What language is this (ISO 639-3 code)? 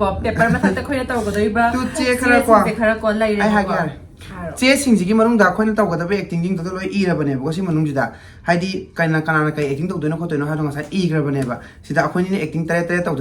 mni